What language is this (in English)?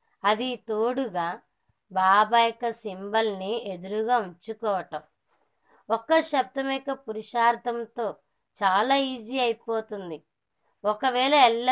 Telugu